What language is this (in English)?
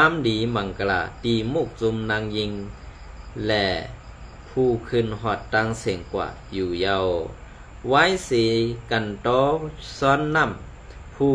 Shan